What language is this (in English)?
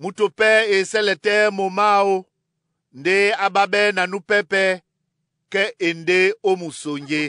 Duala